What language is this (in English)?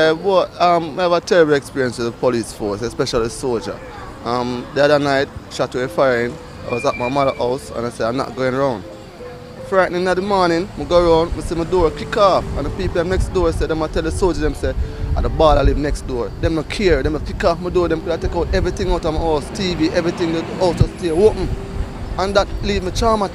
Jamaican Creole English